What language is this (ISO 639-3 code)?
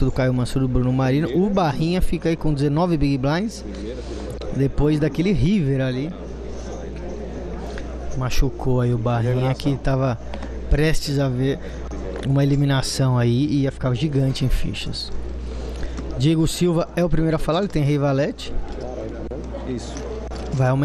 por